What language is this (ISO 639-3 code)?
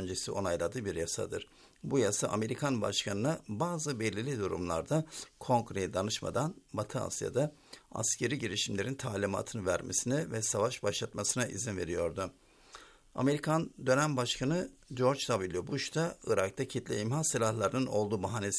tur